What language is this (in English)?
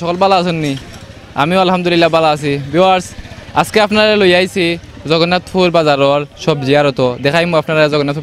Sylheti